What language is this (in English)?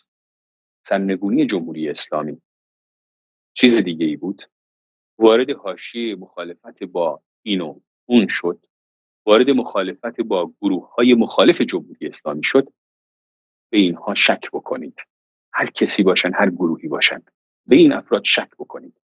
Persian